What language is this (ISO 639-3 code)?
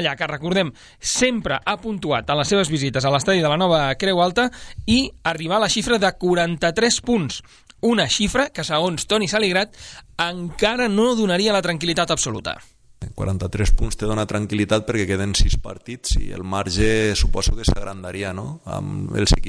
cat